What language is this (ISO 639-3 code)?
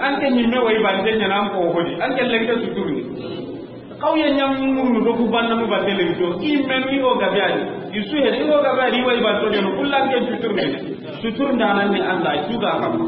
snk